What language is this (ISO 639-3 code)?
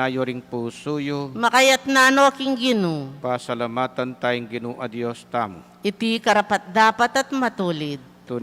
pam